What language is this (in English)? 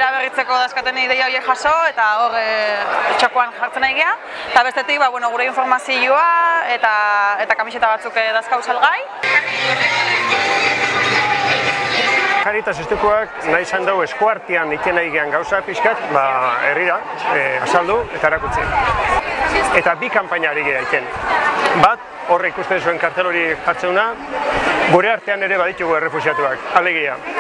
Basque